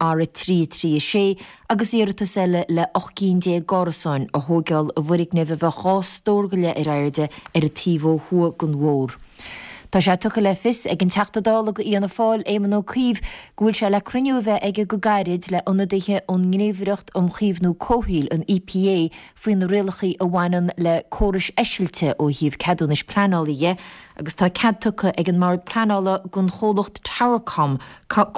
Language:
Irish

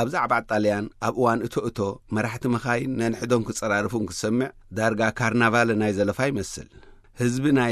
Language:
Tigrinya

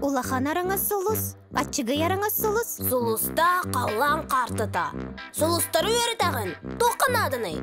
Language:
Yakut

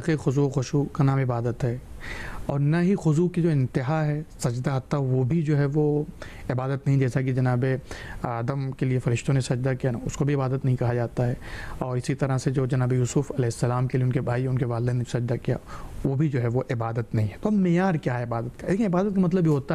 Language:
Urdu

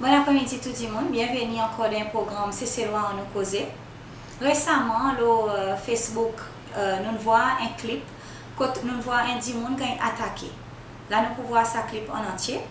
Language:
Seselwa Creole French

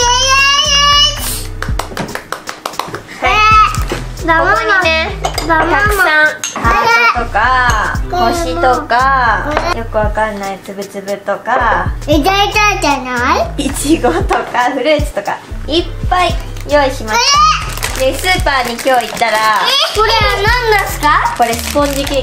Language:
Japanese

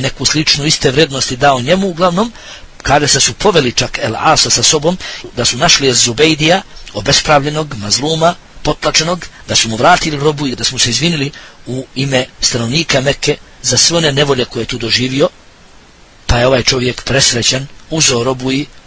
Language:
Bosnian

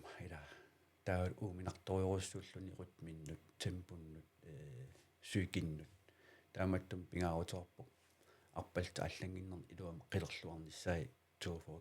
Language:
Kalaallisut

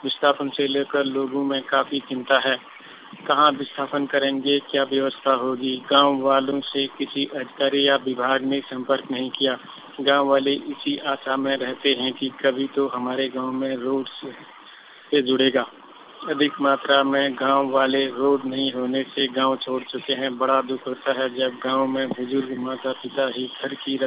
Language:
Hindi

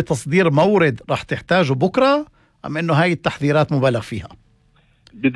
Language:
North Levantine Arabic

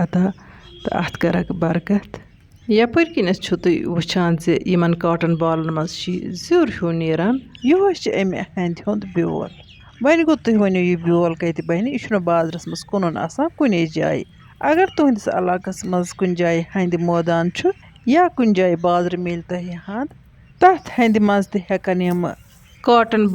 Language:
Kashmiri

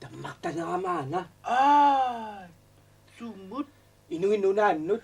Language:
Kalaallisut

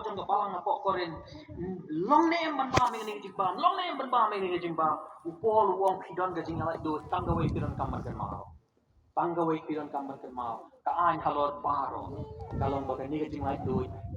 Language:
Khasi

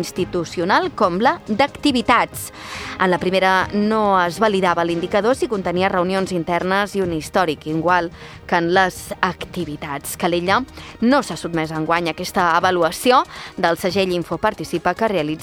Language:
Catalan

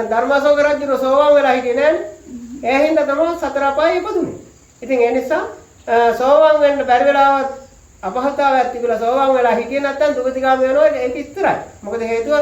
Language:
Sinhala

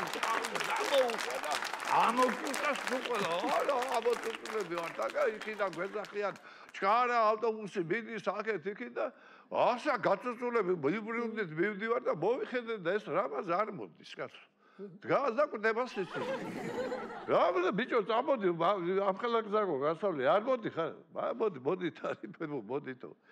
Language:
Georgian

